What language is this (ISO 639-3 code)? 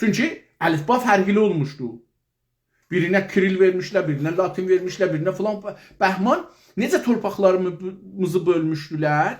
azb